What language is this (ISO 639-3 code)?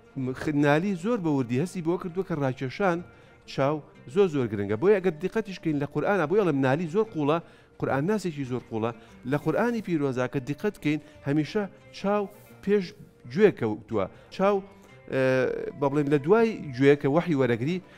ckb